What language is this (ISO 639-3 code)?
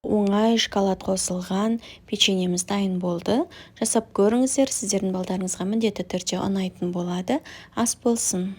kaz